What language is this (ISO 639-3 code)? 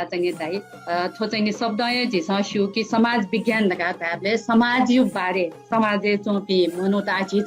new